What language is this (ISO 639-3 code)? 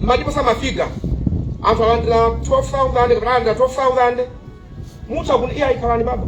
nya